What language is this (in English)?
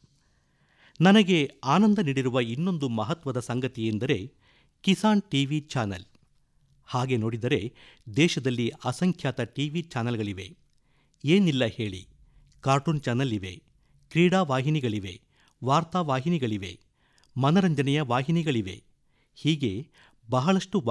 Kannada